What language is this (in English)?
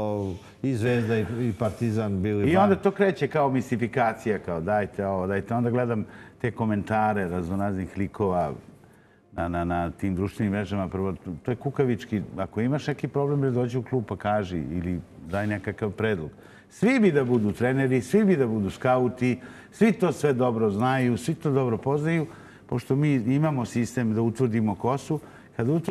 Serbian